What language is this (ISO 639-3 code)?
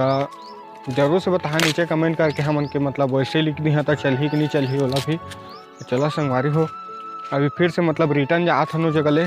hne